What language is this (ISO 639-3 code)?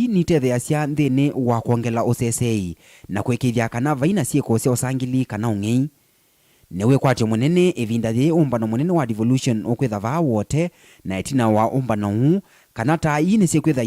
kam